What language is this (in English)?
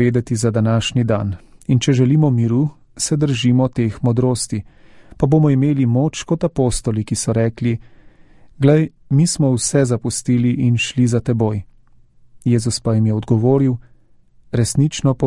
Slovenian